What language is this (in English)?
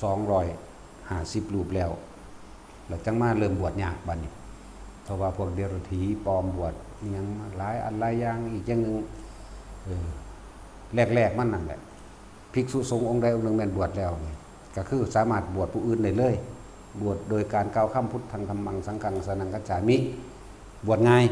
Lao